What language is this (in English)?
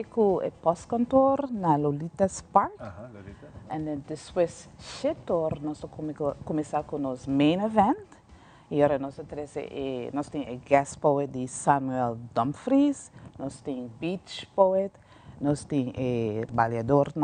Papiamento